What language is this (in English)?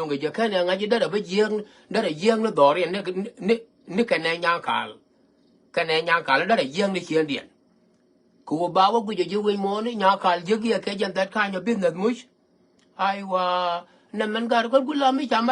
Nuer